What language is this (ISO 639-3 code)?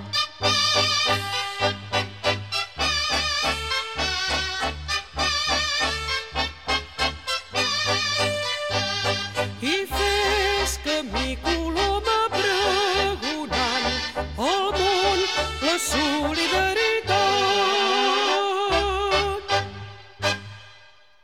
cat